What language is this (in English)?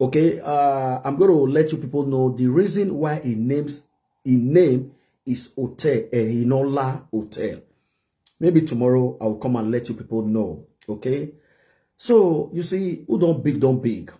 Nigerian Pidgin